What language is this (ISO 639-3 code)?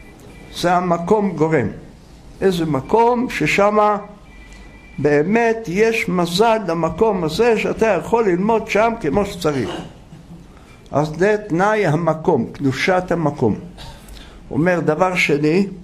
heb